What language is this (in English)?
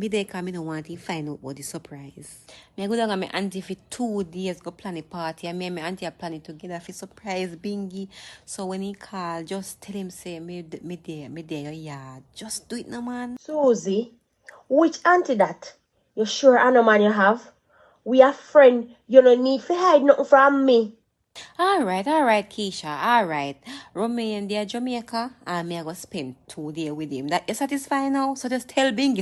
Jamaican Creole English